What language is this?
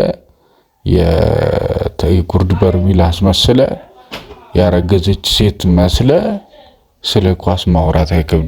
Amharic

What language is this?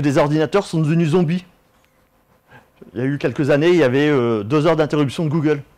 French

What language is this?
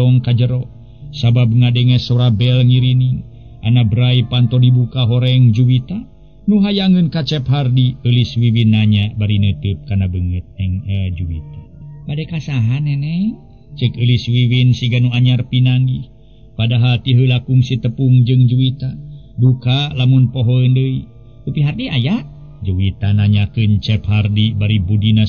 Sundanese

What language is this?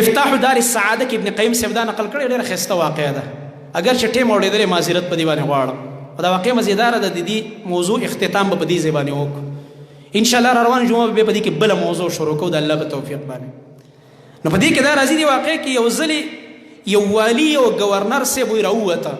Pashto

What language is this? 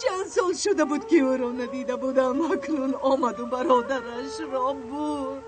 Tajik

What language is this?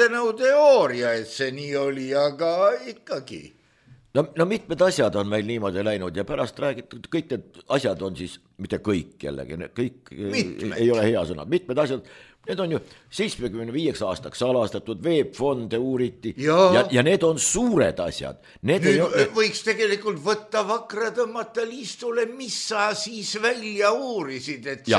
Estonian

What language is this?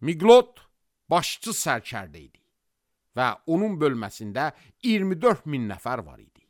Azerbaijani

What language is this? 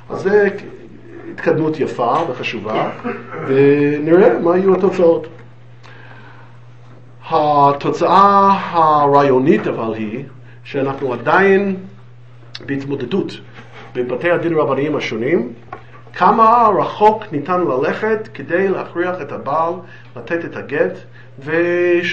Hebrew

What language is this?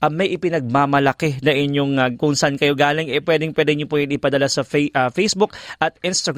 Filipino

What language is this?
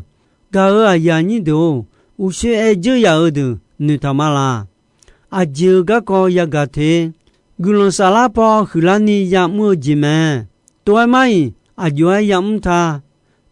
Akha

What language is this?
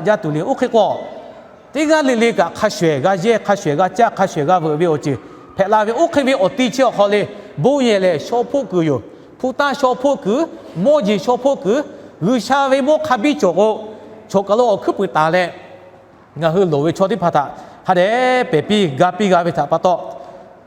Lahu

